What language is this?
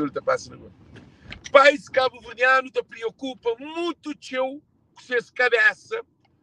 Kabuverdianu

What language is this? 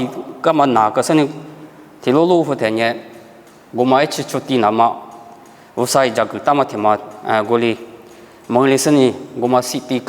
Lisu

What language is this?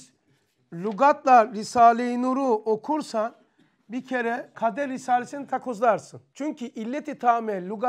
Turkish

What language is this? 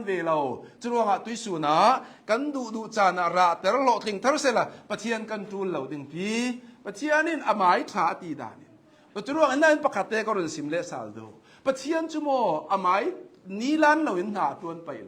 Hakha Chin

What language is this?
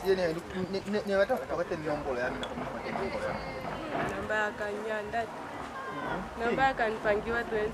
Lozi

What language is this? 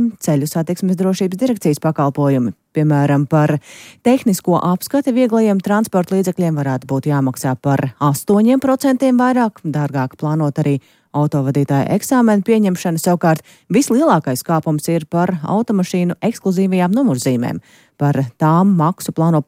Latvian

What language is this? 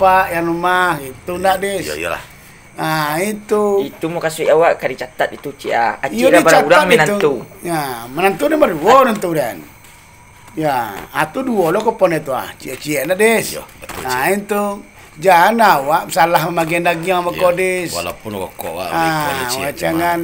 Minangkabau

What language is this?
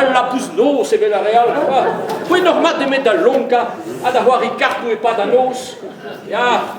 Breton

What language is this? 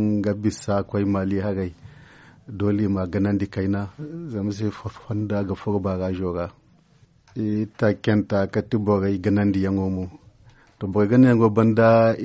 Zarma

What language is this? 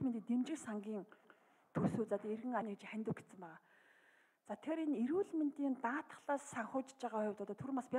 Mongolian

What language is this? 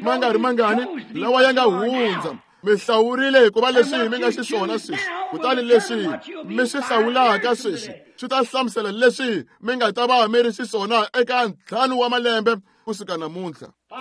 Tsonga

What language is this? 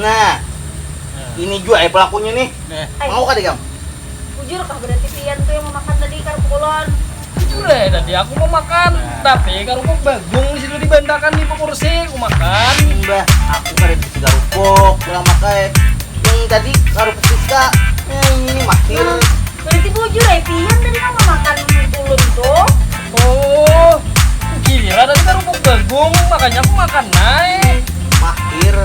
Banjar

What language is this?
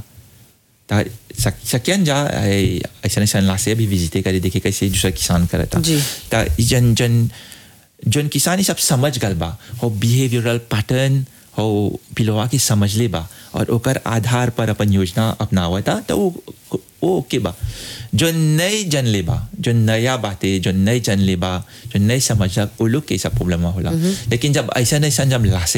Bhojpuri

